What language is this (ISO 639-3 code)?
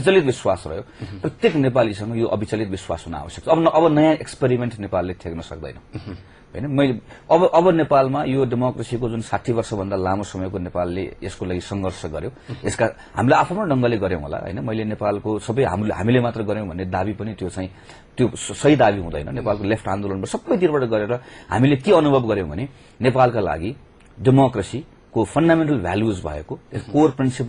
nep